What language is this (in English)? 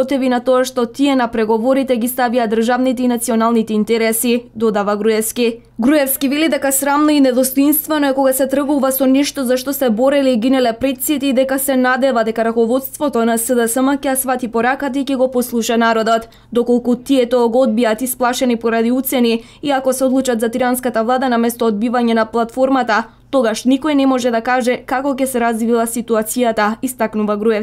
Macedonian